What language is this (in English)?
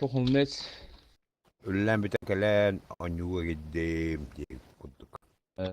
Yakut